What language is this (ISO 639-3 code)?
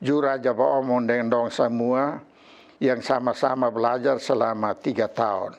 mkn